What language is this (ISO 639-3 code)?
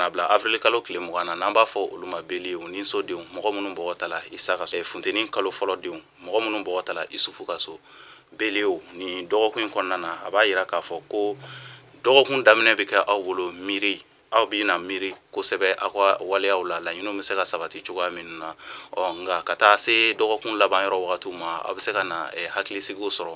bam